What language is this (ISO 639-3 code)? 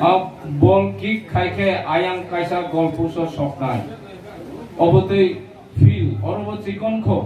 trp